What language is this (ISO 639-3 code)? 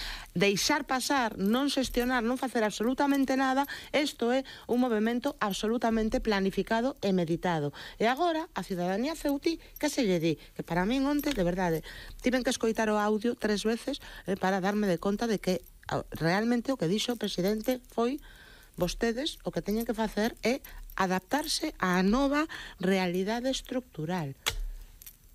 glg